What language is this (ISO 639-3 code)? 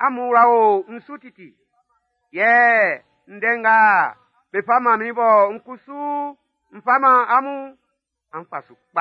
bci